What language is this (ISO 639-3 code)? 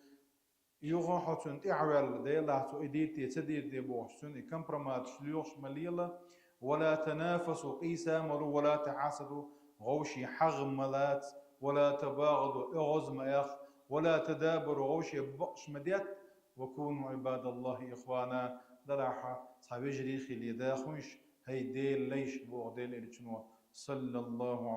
che